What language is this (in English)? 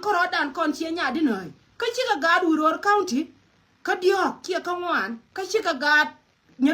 Nuer